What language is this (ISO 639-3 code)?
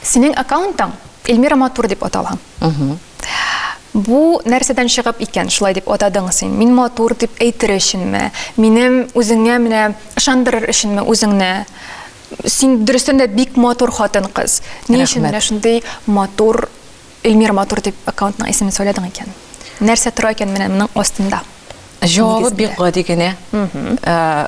tat